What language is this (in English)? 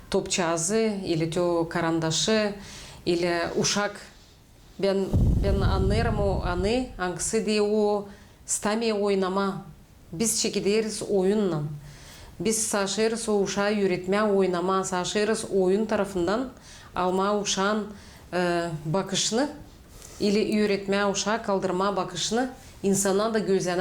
Gagauz